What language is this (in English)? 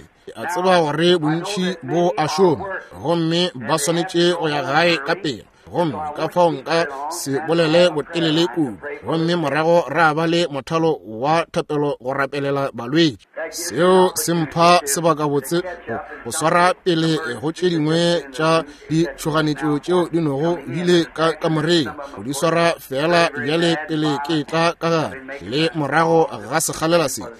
Northern Sotho